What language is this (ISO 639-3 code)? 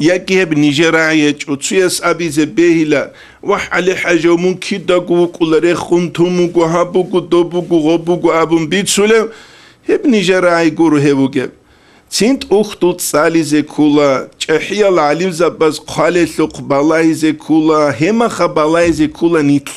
ava